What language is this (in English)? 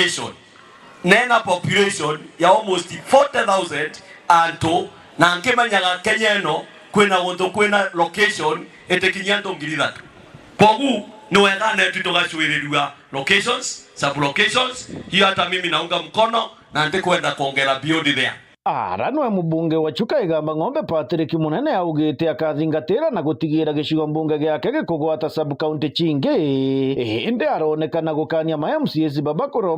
Meru